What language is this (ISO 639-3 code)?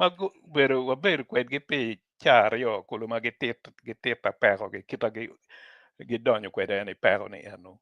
ach